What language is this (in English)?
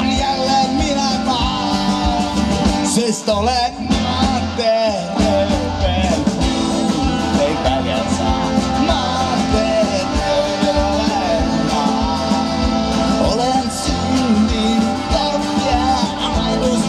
Estonian